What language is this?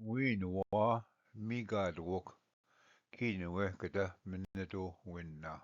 Ojibwa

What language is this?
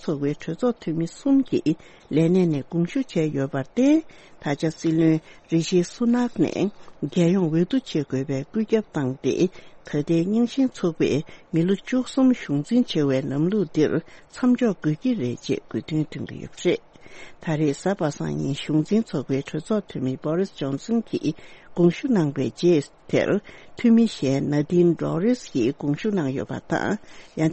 Tibetan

